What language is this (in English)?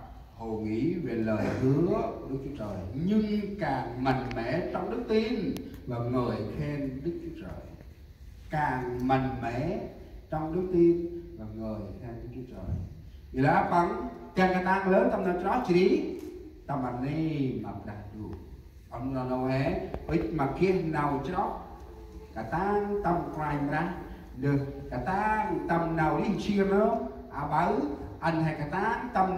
Central Mnong